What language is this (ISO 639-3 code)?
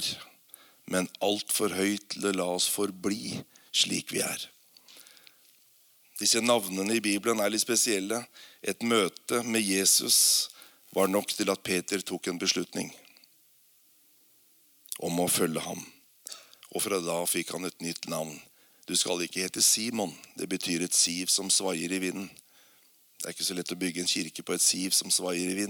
nor